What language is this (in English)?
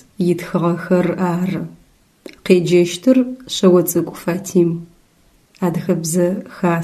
Adyghe